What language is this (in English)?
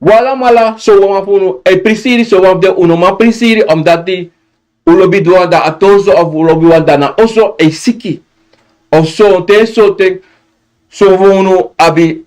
Sranan Tongo